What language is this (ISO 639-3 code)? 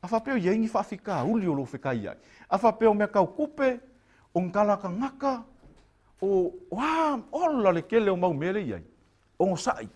smo